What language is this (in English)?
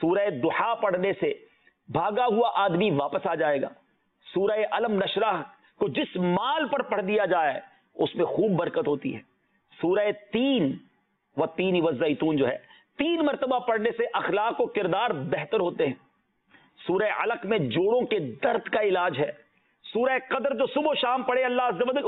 Urdu